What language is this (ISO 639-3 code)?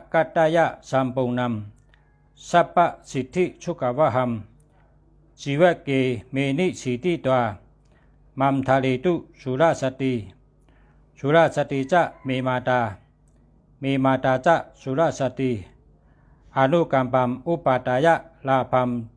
shn